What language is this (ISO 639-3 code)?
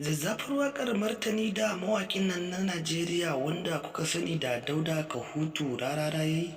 hau